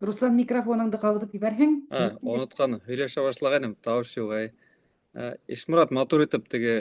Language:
Bashkir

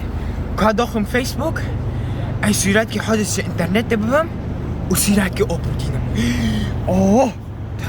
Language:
Kurdish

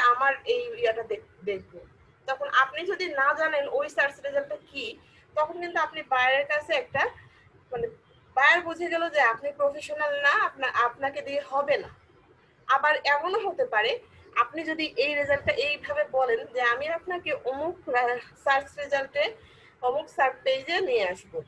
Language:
Bangla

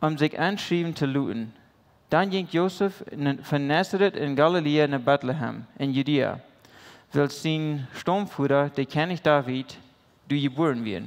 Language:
Plautdietsch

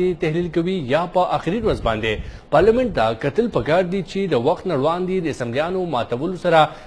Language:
Pashto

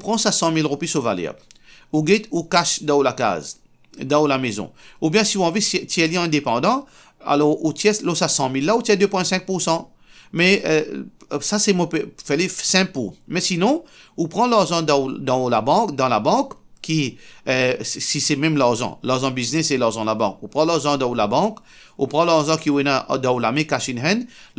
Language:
Morisyen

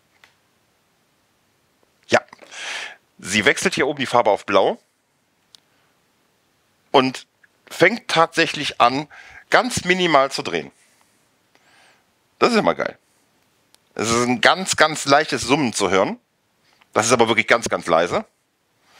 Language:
German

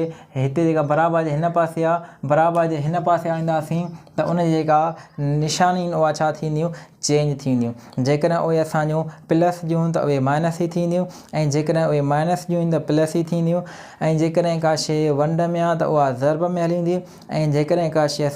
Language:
Sindhi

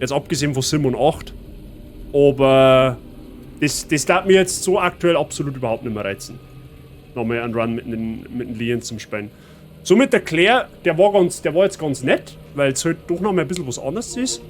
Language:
Bavarian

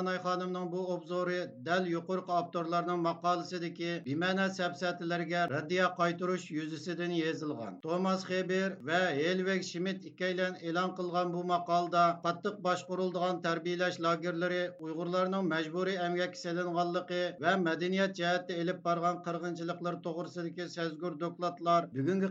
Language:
Uyghur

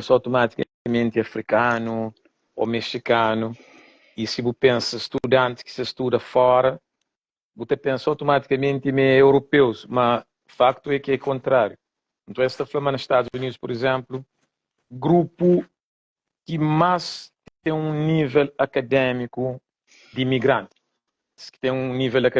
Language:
Kabuverdianu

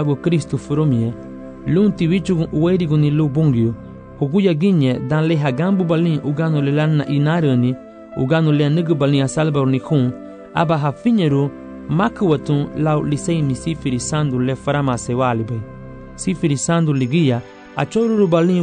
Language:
Garifuna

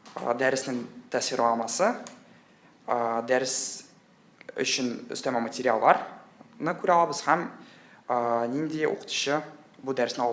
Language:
Tatar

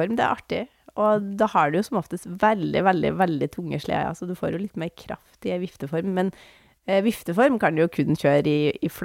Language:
Norwegian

